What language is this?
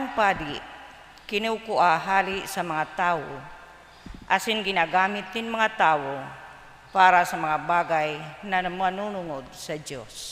Bikol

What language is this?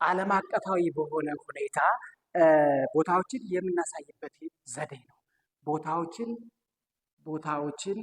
Amharic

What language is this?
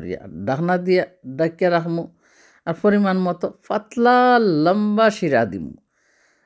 Sylheti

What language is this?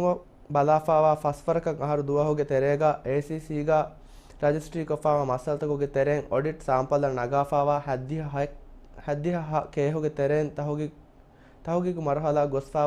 Divehi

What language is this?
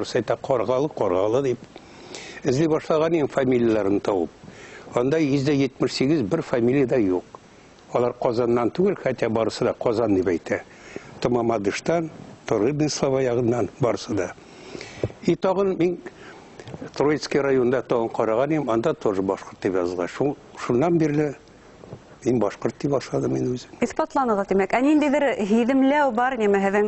Bashkir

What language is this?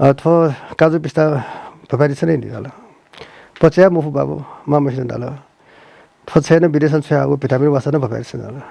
Newari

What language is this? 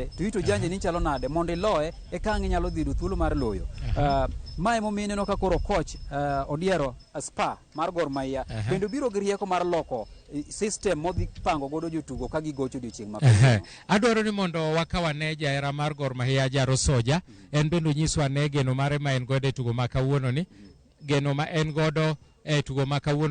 Luo (Kenya and Tanzania)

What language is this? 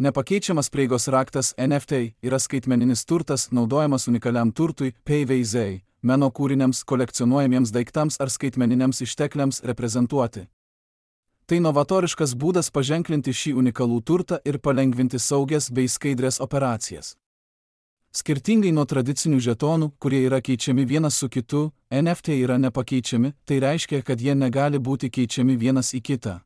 Lithuanian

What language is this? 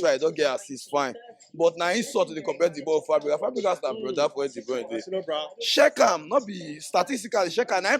Nigerian Pidgin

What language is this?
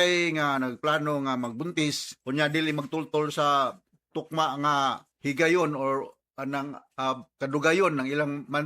Cebuano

